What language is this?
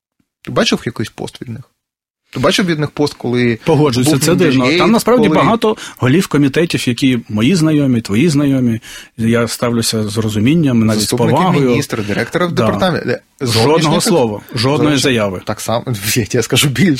Ukrainian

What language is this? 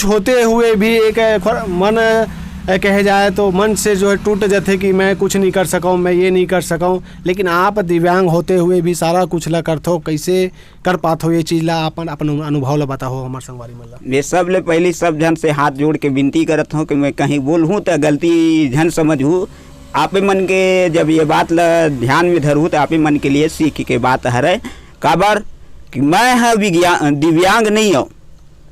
Chhattisgarhi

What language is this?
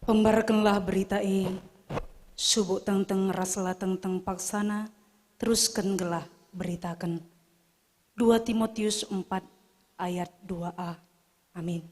Batak Karo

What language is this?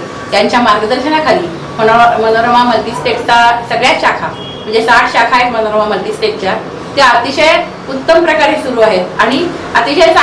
Marathi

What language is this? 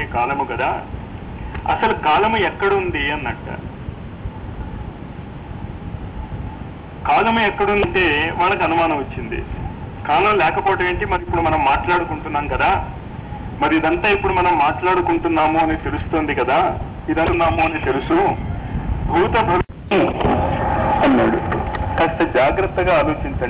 Telugu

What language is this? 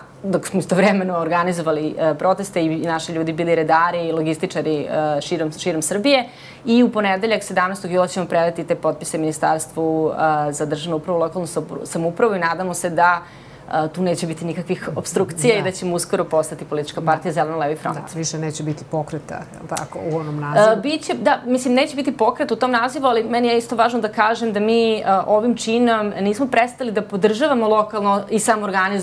Serbian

